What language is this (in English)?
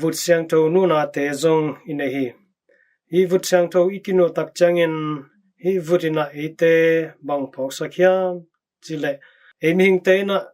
Tedim Chin